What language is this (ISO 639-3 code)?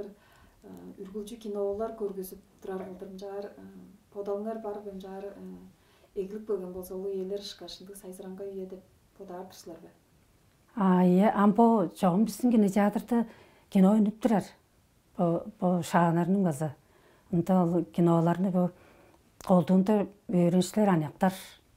tyv